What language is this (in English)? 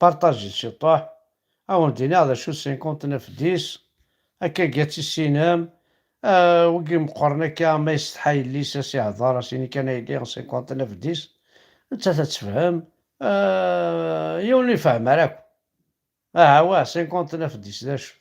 Kabyle